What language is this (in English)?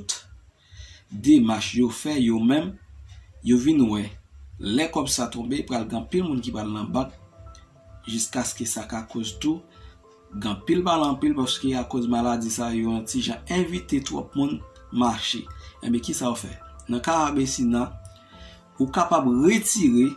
Haitian Creole